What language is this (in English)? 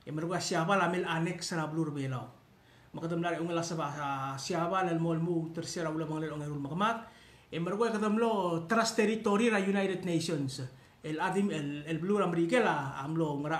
Palauan